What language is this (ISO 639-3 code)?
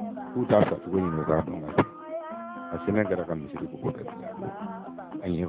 bam